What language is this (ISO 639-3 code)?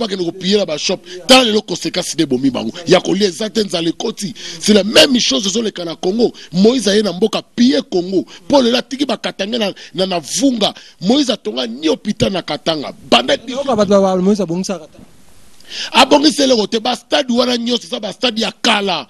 lin